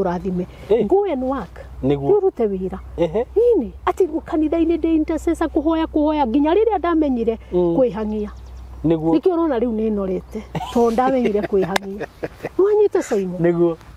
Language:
Kikuyu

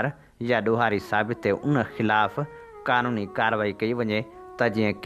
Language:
Sindhi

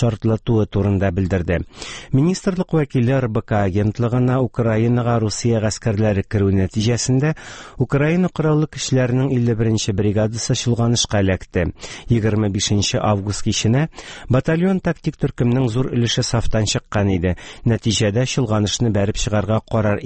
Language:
Tatar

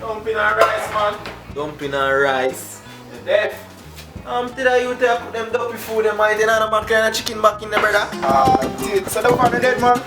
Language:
Jamaican Creole English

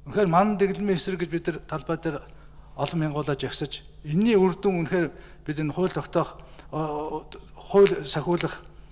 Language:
Mongolian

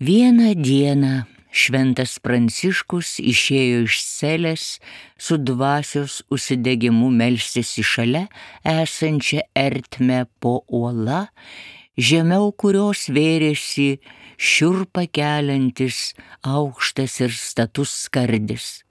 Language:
Lithuanian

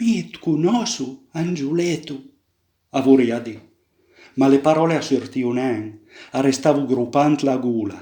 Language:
Piedmontese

